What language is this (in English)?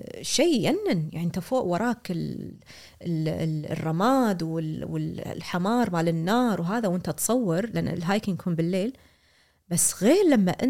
Gulf Arabic